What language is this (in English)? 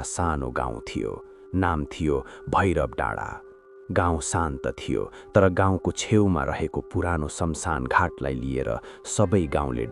Nepali